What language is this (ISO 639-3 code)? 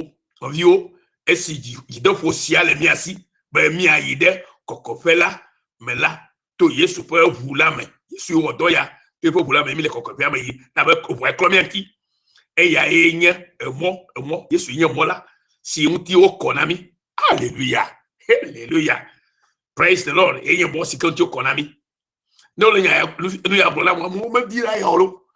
ewe